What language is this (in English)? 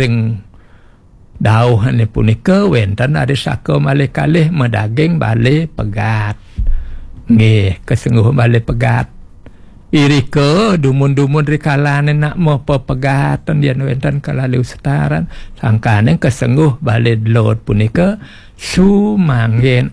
Balinese